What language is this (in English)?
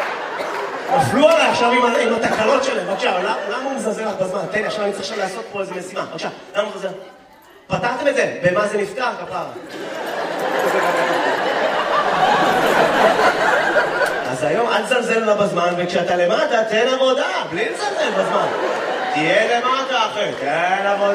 Hebrew